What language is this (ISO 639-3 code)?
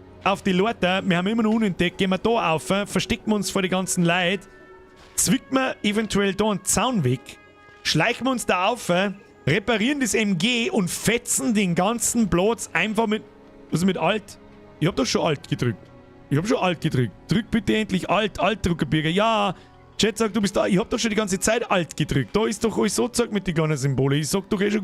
bar